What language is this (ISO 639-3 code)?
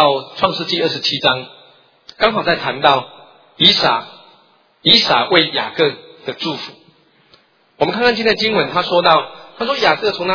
zho